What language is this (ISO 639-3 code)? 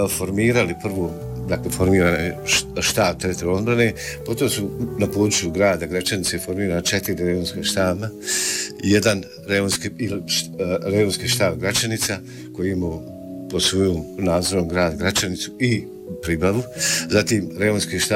bos